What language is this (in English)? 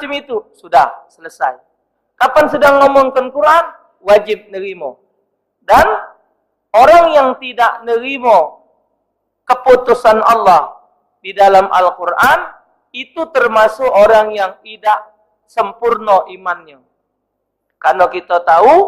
Musi